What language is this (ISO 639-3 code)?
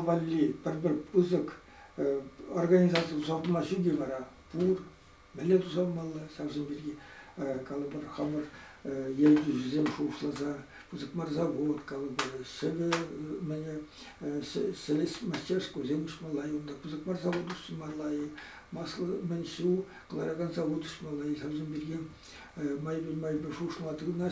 chv